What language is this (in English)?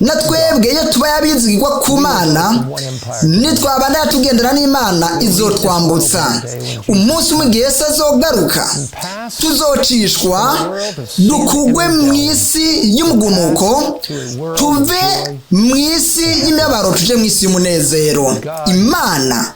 Rundi